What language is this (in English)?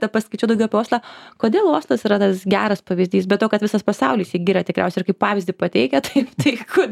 Lithuanian